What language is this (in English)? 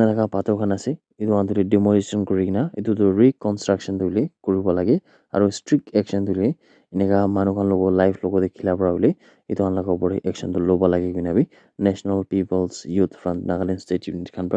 Naga Pidgin